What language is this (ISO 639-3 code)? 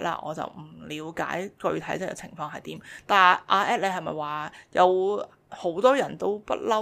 yue